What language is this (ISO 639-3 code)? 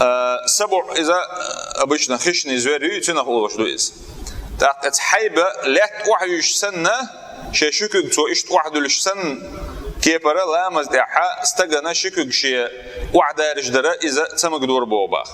che